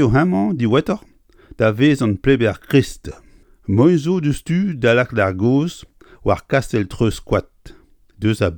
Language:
Breton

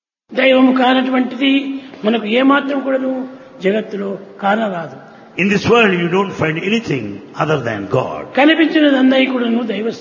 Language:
Telugu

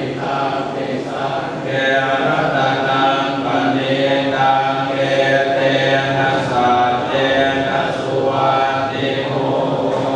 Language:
Pali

